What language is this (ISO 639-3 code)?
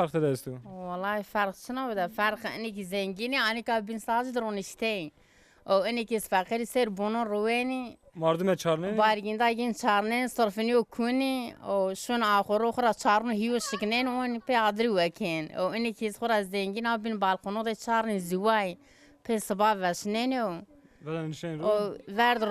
zza